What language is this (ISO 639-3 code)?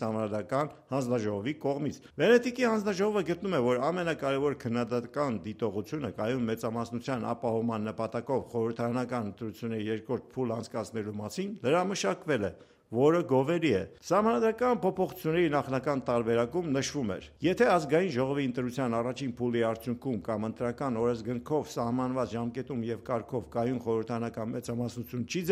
hye